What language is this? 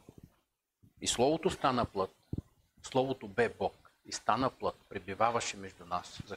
Bulgarian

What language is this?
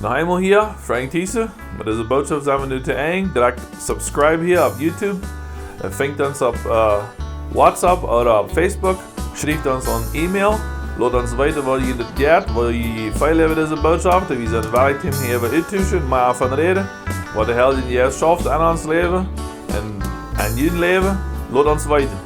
Plautdietsch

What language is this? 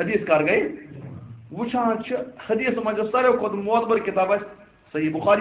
Kashmiri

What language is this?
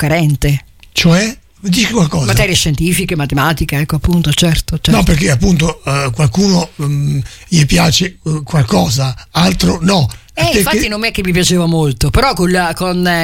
Italian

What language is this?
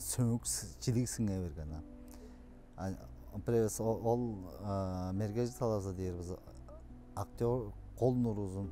Tuvinian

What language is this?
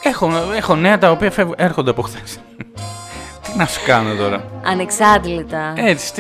Greek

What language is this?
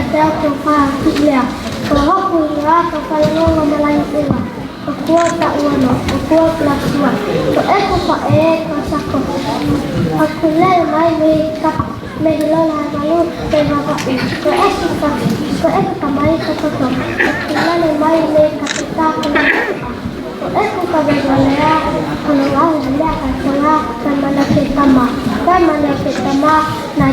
Tongan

